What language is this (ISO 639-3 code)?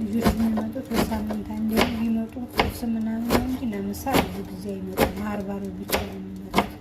amh